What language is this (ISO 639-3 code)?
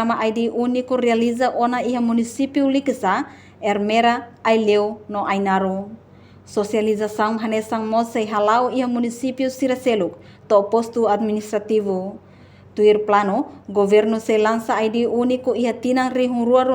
tet